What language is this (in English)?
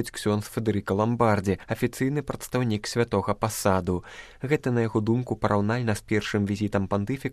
Belarusian